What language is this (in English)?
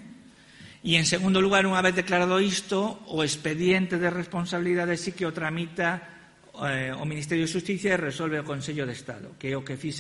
Galician